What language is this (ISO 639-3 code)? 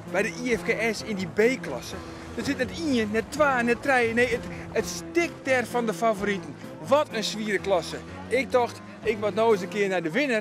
fry